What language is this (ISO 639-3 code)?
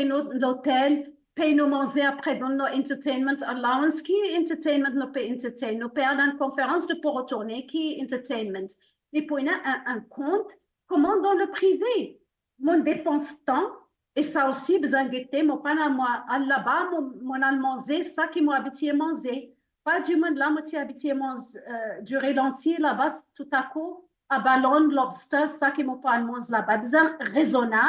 mfe